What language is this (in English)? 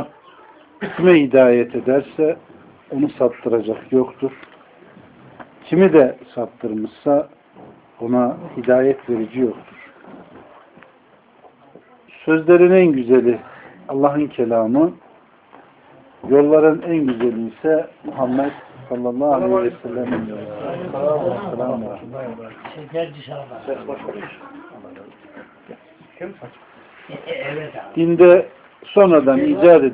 Turkish